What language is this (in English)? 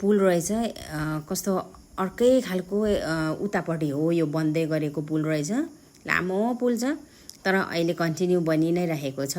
Nepali